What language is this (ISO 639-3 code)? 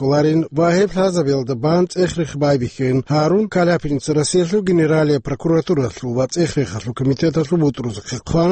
ava